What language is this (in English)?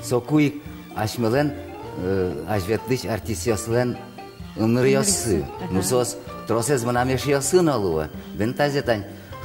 Udmurt